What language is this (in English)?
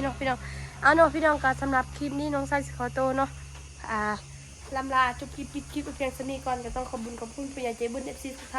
Northeastern Thai